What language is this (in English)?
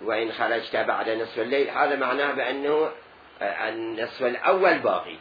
Mesopotamian Arabic